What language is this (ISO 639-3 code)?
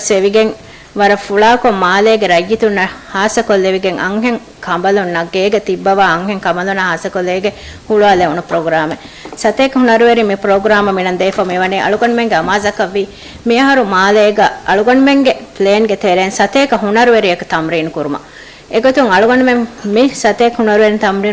div